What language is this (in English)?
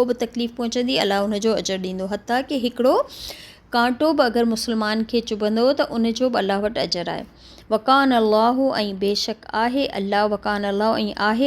Sindhi